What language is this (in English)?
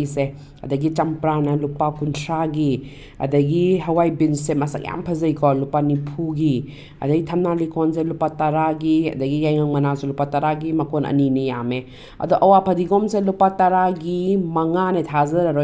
Manipuri